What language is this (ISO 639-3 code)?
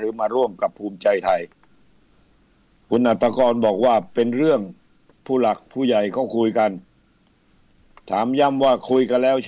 tha